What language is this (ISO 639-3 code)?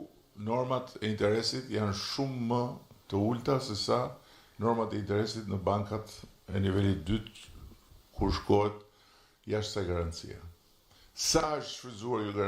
sqi